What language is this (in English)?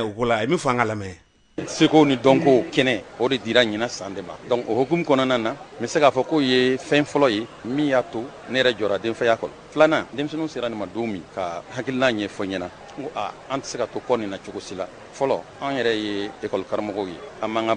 Bambara